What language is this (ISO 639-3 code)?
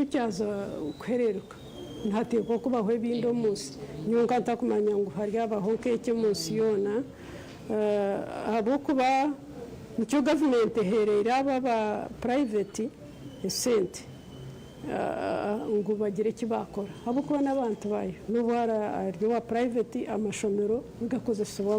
nyn